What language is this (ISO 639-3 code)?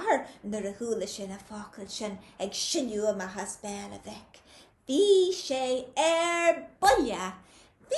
gle